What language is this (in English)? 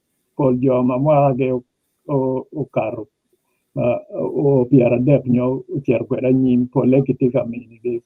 Acoli